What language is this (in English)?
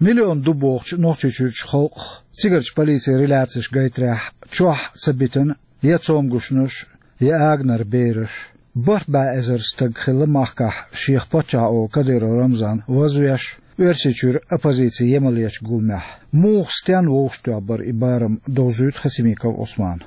Chechen